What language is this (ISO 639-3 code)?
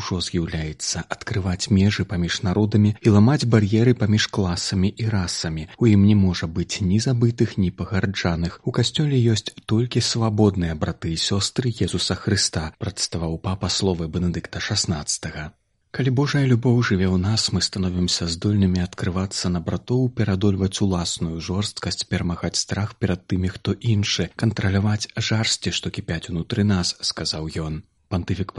bel